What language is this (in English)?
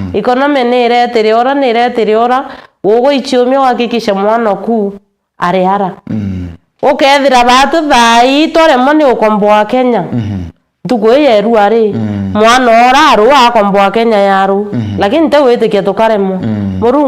Meru